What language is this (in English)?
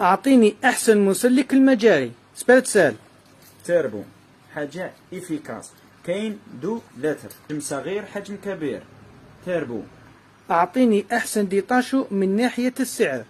Algerian Arabic